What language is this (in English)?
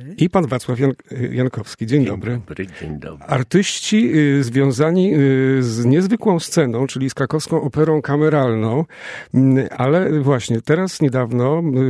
Polish